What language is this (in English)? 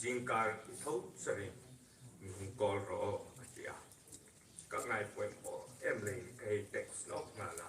Hmar